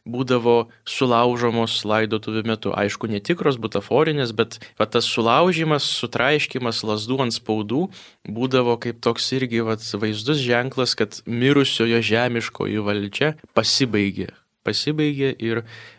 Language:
Lithuanian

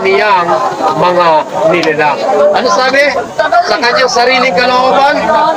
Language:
Cebuano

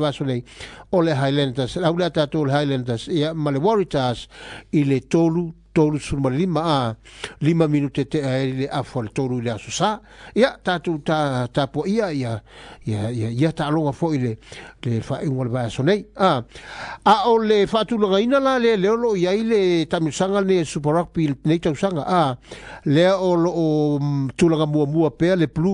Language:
Samoan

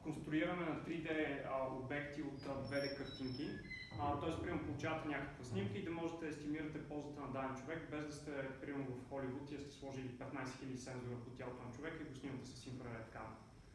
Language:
Bulgarian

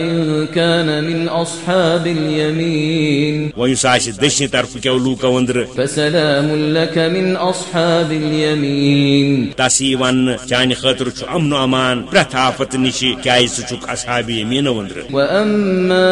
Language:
Kashmiri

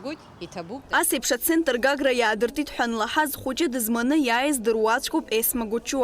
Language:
Abkhazian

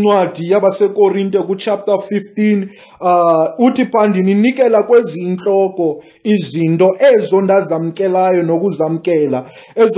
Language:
Xhosa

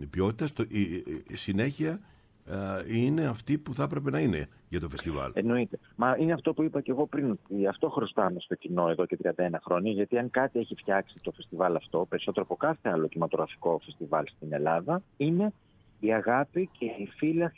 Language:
Greek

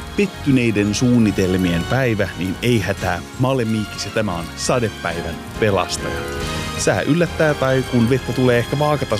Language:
Finnish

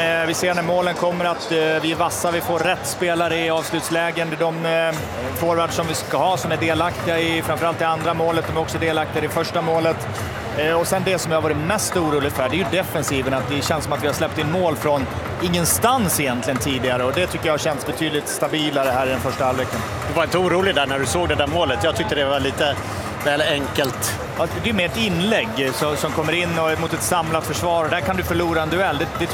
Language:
Swedish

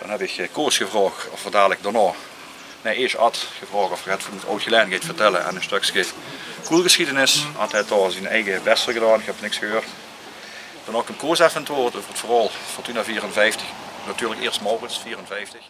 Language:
Limburgish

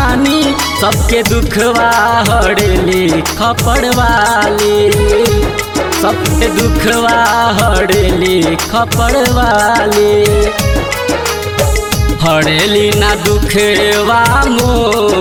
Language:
Bhojpuri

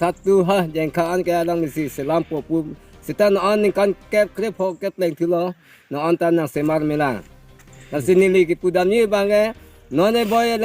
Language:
Karbi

